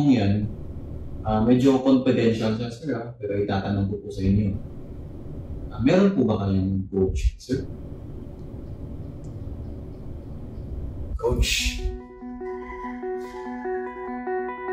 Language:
Filipino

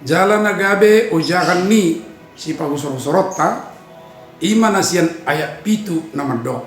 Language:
Batak Toba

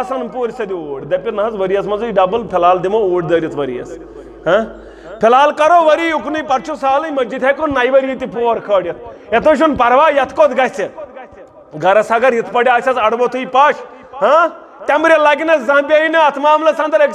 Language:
Kashmiri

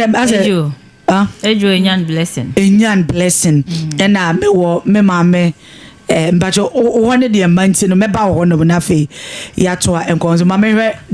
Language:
Akan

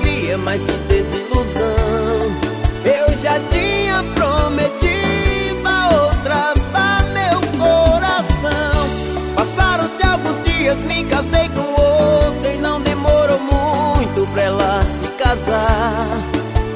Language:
Portuguese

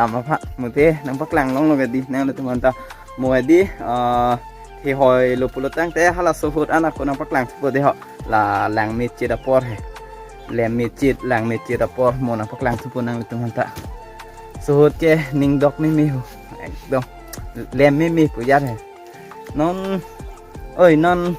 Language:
Karbi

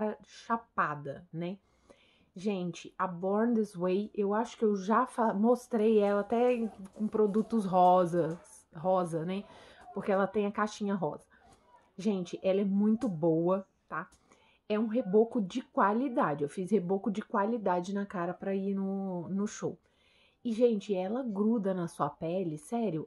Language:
Portuguese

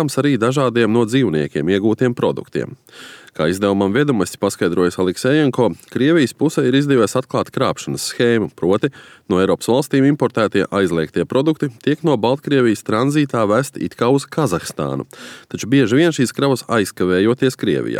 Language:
Latvian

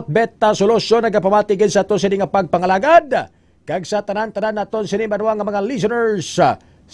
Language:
Hiligaynon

